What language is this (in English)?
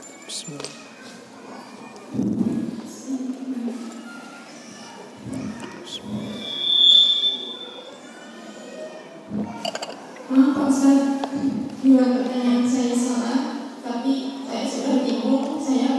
Indonesian